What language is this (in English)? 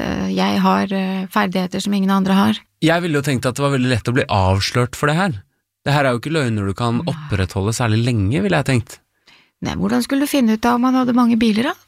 Norwegian